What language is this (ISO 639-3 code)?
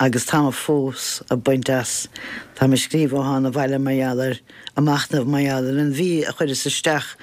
gle